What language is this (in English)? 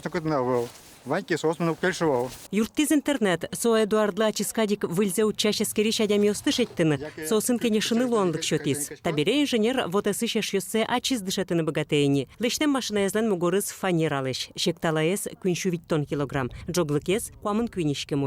Udmurt